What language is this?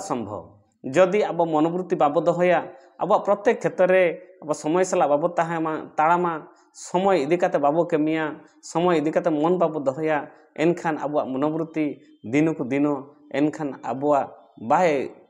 Santali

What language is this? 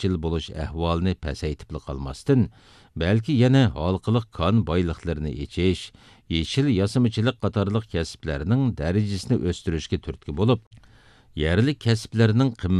Uyghur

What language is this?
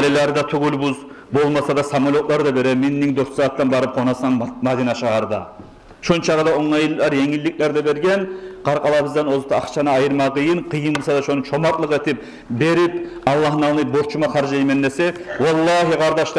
Kumyk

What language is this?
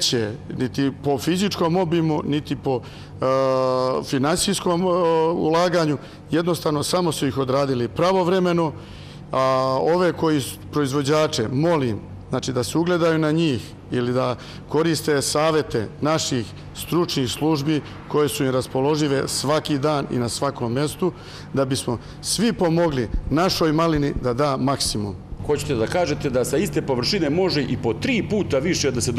Serbian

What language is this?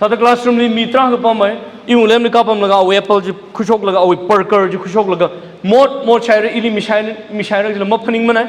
Tangkhul Naga (India)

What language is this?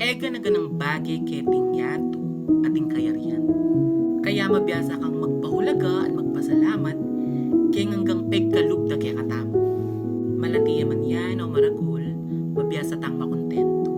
Pampanga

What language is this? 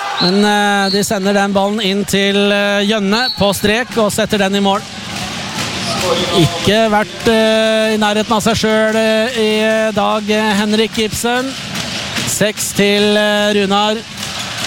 Norwegian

